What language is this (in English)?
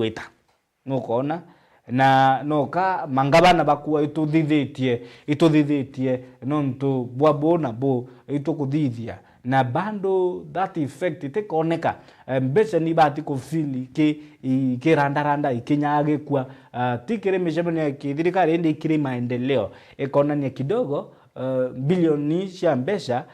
Meru